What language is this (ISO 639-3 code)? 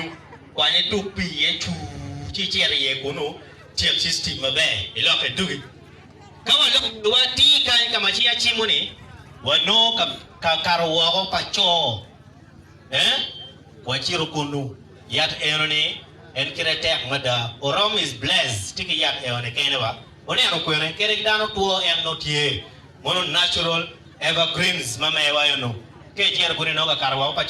ach